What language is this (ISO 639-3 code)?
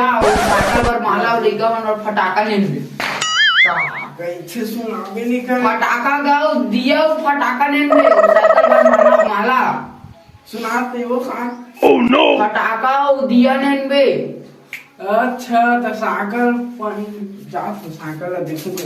hne